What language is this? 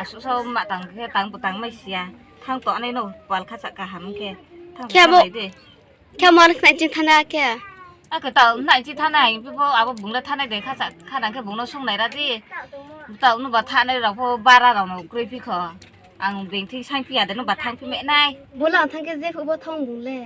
Riang (India)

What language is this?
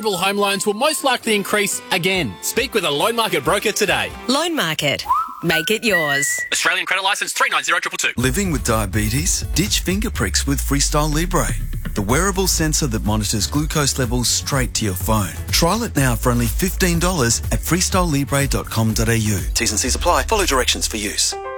English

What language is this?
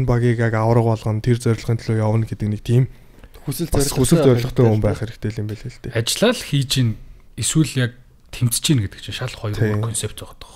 Mongolian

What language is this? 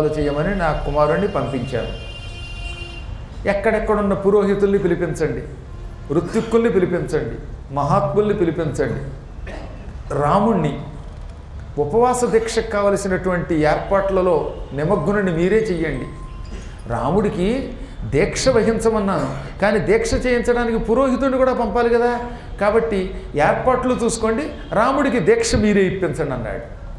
Telugu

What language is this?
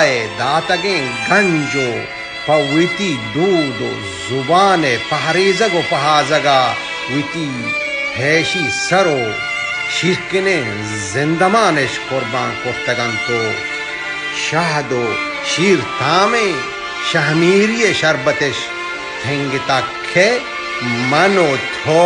Baluchi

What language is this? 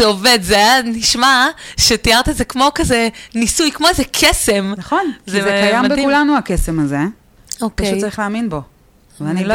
Hebrew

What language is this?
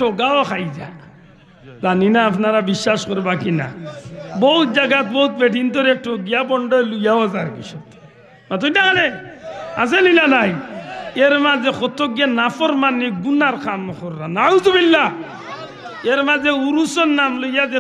Sylheti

